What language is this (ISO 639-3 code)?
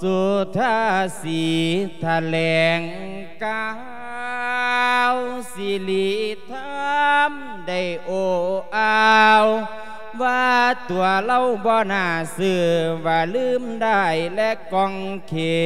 lao